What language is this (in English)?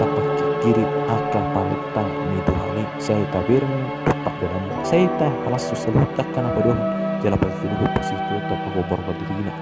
Batak Toba